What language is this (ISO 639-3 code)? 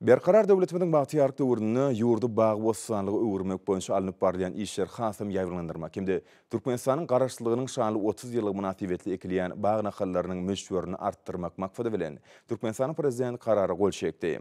tuk